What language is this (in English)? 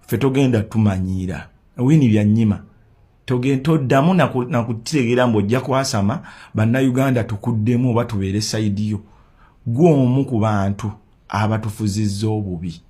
Ganda